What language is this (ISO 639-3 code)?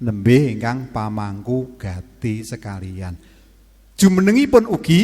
jav